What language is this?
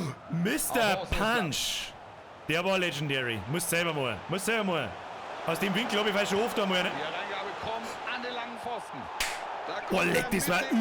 Bavarian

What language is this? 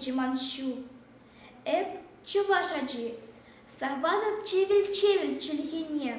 Chuvash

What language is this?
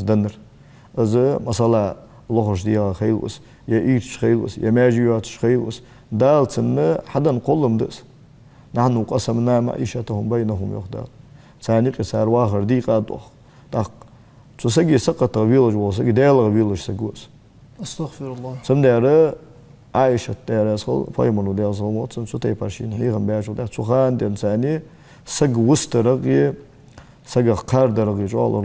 Ingush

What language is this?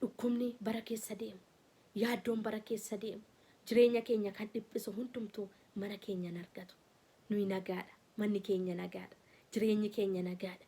Oromo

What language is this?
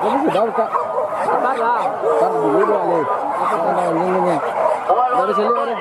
Minangkabau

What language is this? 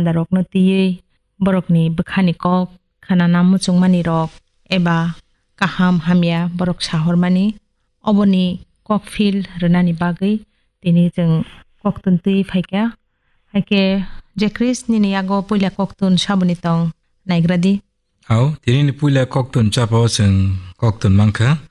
Kok Borok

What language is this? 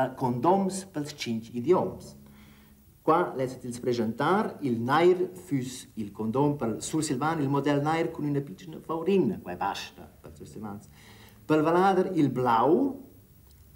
Romansh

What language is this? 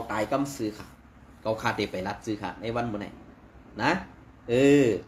Shan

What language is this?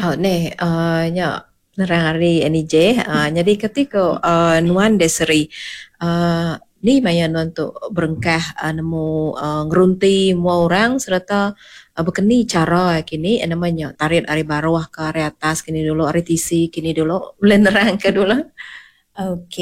Iban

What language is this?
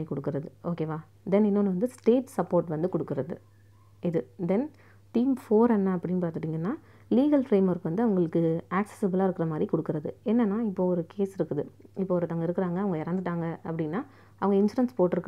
Tamil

